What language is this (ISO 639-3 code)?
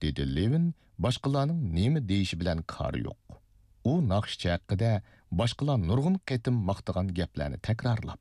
uig